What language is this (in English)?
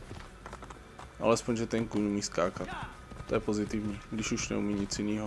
Czech